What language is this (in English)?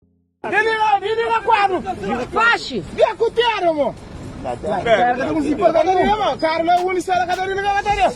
Kabuverdianu